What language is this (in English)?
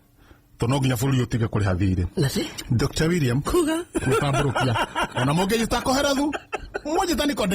Kikuyu